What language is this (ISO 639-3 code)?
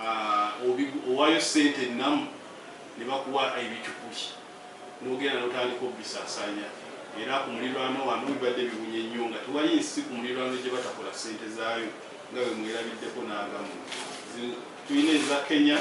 lug